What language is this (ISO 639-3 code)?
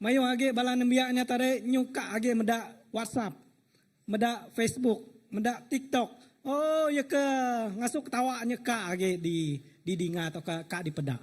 iba